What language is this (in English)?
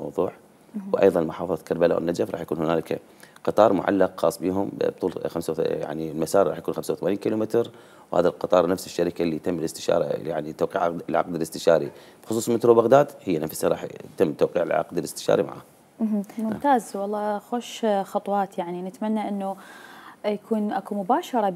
Mesopotamian Arabic